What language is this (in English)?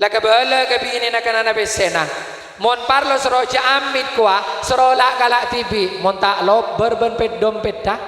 Madurese